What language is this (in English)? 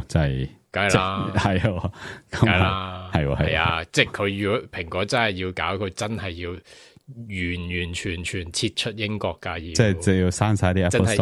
Cantonese